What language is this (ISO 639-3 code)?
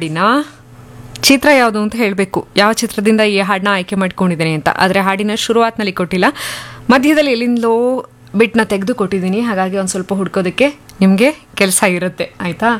kan